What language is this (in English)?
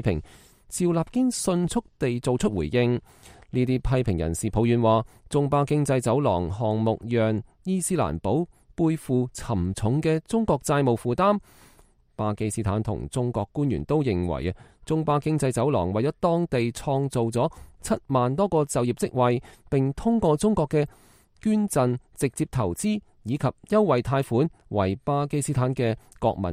Cantonese